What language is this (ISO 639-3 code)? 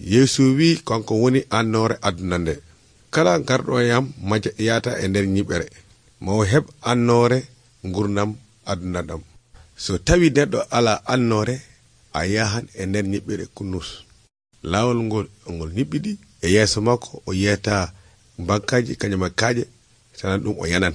fuv